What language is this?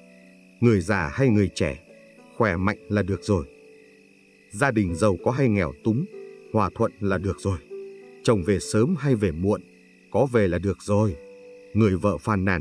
Vietnamese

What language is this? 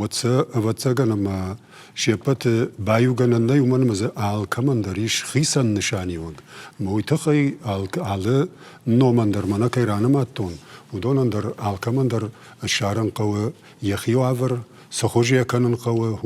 Ossetic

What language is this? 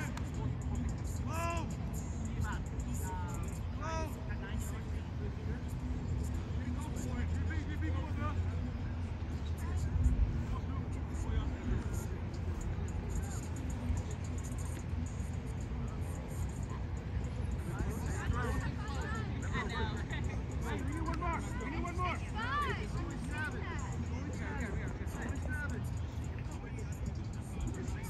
English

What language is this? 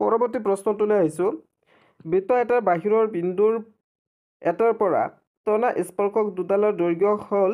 Assamese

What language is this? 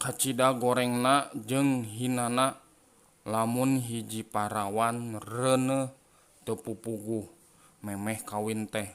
Sundanese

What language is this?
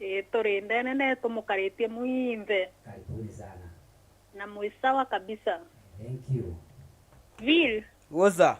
Meru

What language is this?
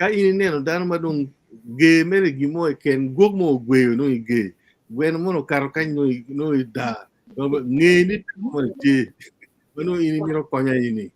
Acoli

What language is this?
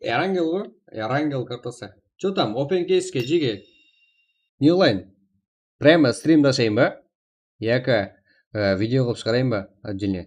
Kara-Kalpak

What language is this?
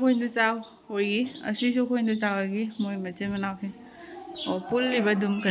Manipuri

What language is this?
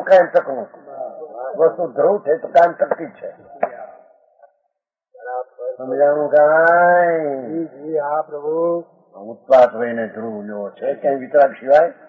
Gujarati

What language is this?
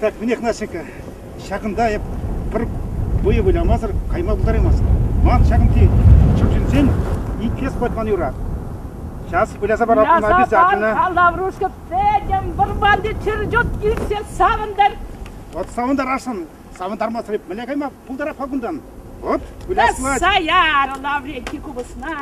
Chuvash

